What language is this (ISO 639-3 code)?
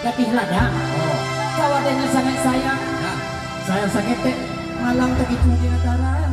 min